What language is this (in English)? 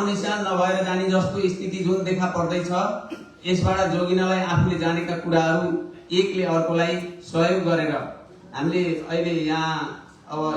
Nepali